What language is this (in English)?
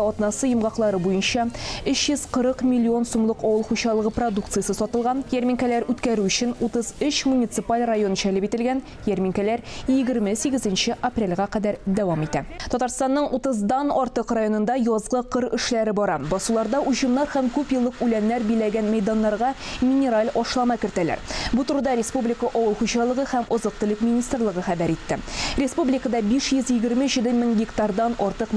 Tatar